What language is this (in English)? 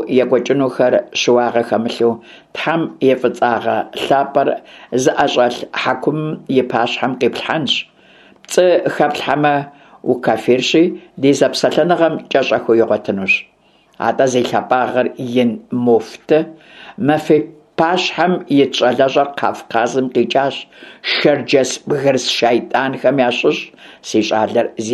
Kabardian